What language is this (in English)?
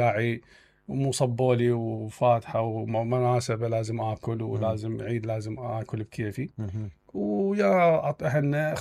Mesopotamian Arabic